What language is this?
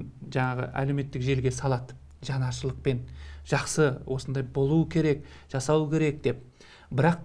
Kazakh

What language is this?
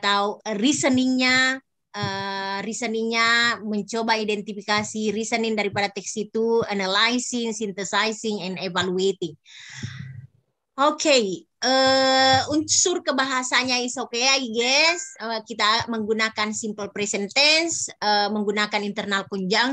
Indonesian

